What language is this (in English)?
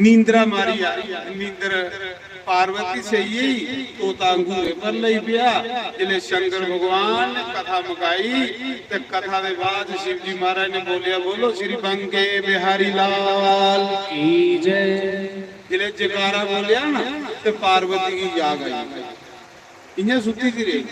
Dogri